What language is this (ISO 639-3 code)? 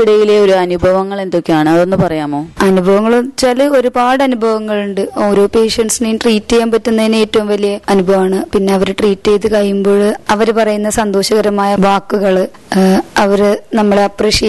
mal